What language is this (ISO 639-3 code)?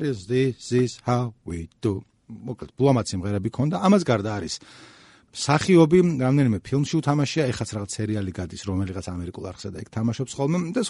kat